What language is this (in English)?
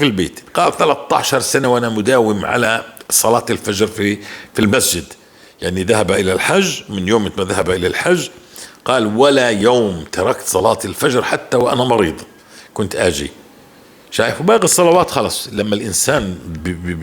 North Levantine Arabic